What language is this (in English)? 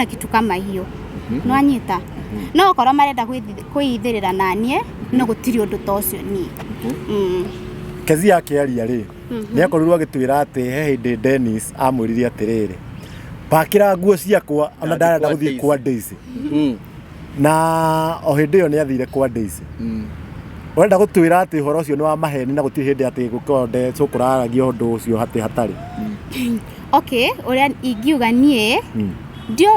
Kikuyu